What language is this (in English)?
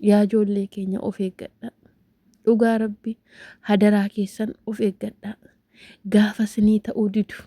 Oromo